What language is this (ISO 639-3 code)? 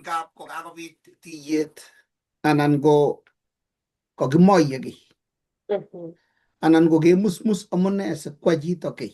kln